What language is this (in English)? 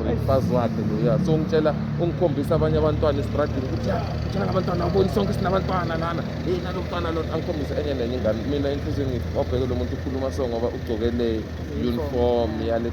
Zulu